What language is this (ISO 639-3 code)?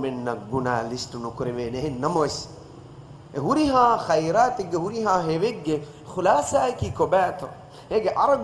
div